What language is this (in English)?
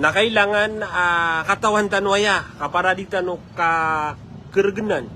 Maranao